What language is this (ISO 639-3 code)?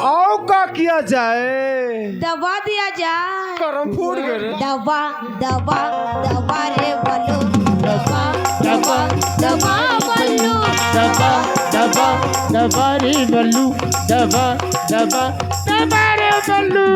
hne